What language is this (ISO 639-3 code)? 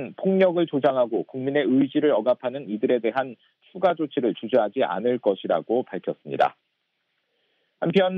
kor